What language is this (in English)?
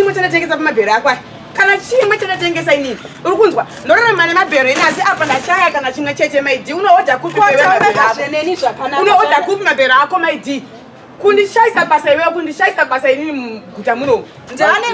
Shona